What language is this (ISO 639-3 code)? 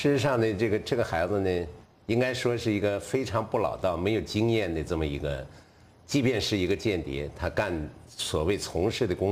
zho